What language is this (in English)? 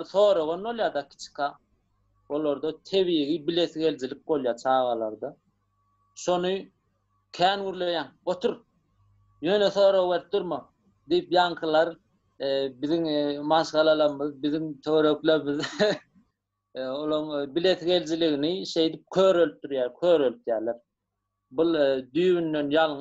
Turkmen